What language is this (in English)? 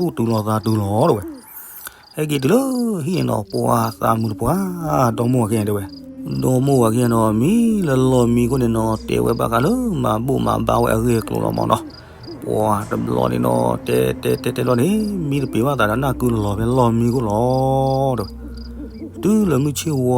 S'gaw Karen